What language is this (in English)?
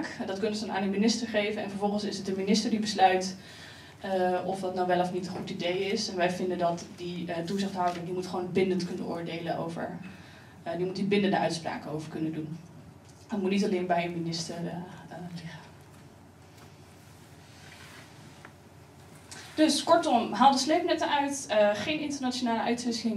Dutch